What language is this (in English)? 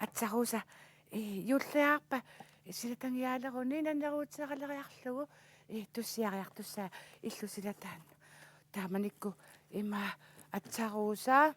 Kalaallisut